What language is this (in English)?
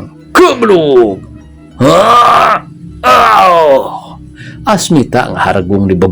Sundanese